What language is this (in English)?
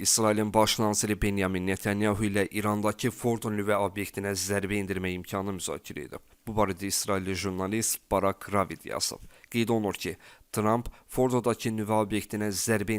Azerbaijani